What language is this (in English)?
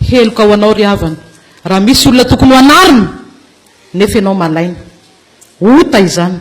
Malagasy